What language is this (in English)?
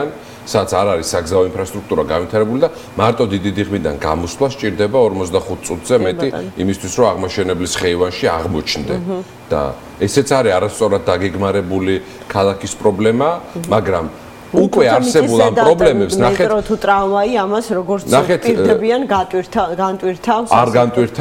Georgian